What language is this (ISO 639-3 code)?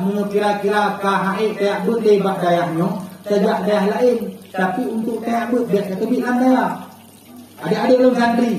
ace